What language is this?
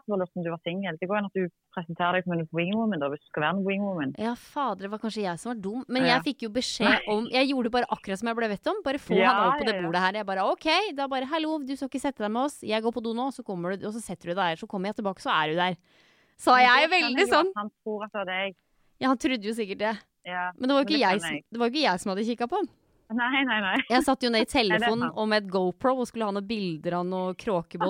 Norwegian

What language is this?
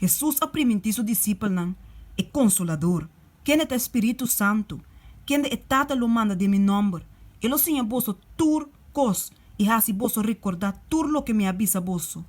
Papiamento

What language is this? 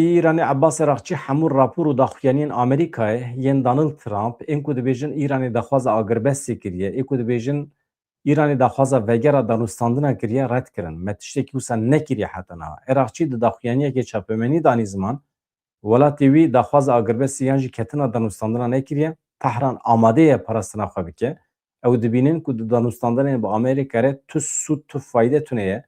Kurdish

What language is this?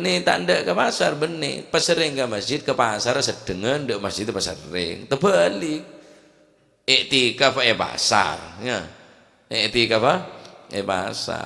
Madurese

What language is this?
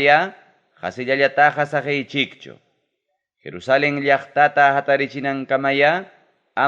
Ayacucho Quechua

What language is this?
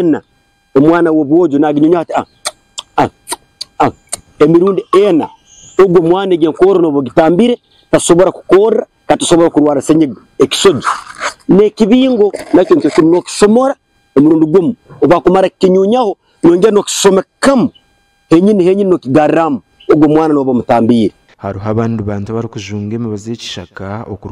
Nyankole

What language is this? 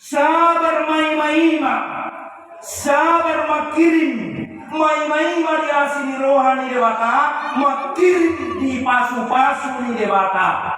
Batak Toba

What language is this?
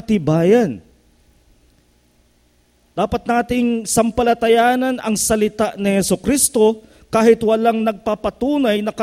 Filipino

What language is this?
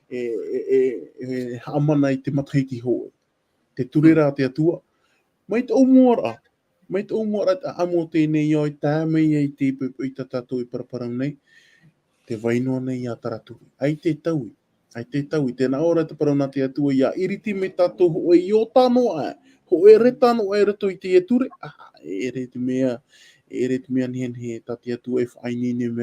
Tahitian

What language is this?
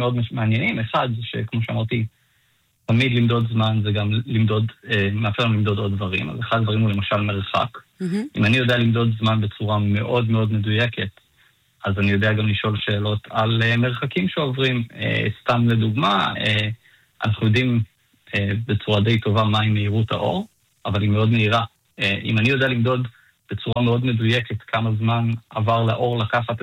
Hebrew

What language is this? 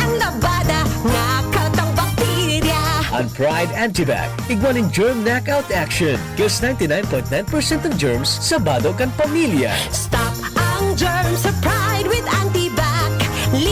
Bikol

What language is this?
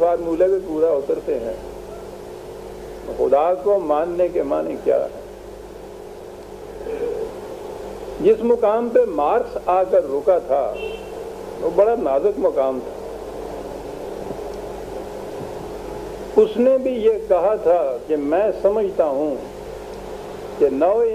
Urdu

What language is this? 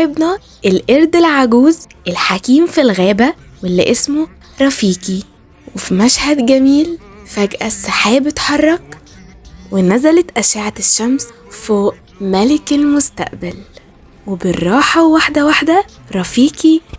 Egyptian Arabic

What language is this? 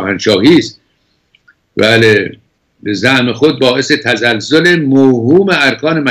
Persian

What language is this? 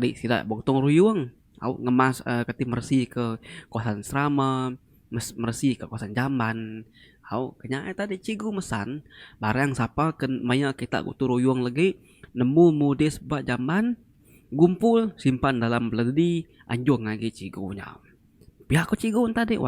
Iban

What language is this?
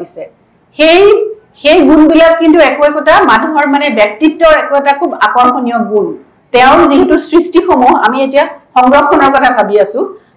Assamese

